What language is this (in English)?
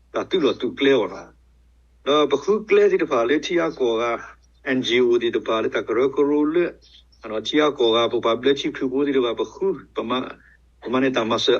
S'gaw Karen